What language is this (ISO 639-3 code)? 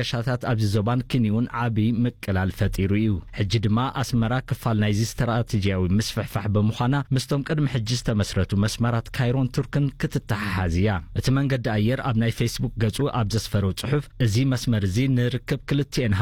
tir